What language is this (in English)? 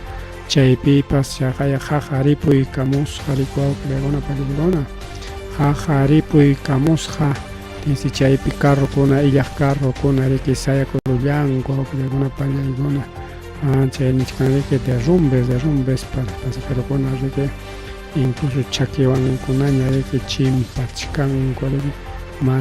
Ayacucho Quechua